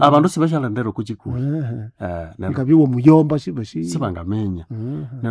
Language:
Nande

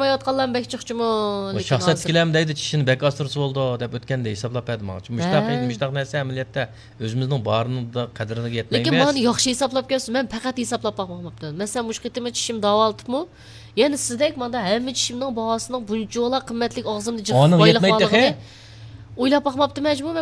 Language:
Uyghur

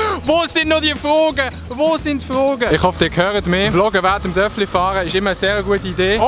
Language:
Swiss German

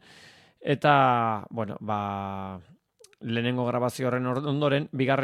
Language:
Basque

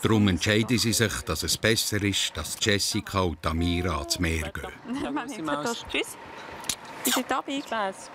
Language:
Swiss German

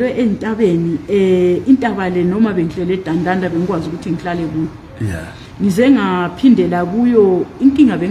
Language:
Zulu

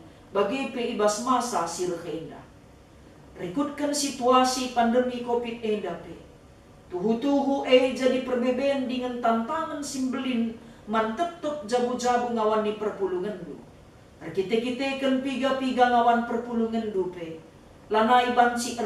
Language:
Batak Karo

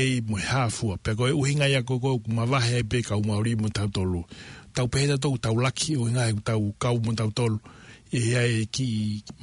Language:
Tongan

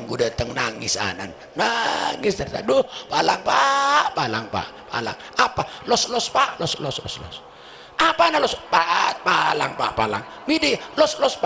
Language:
Madurese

